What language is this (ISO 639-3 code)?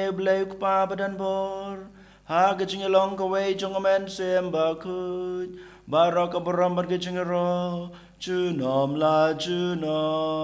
kha